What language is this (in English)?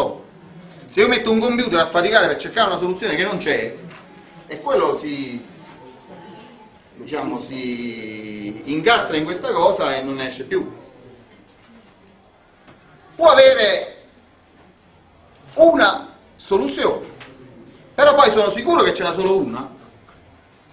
Italian